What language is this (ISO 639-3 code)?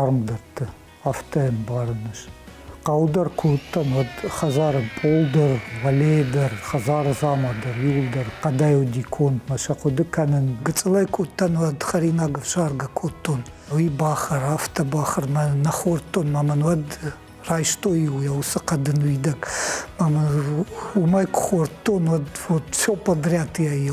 oss